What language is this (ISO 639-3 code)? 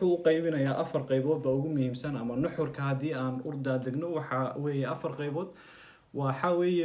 som